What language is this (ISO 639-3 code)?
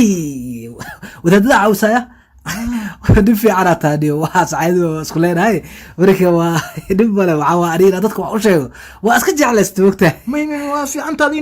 som